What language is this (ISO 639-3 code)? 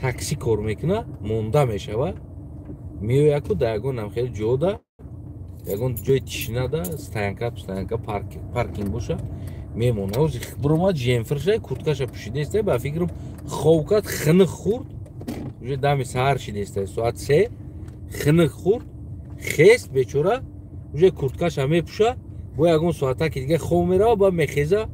tgk